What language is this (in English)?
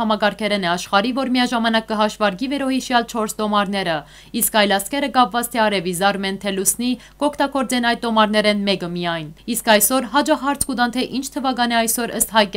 Western Armenian